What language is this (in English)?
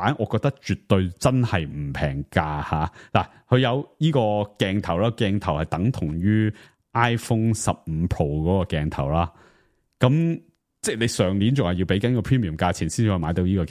Cantonese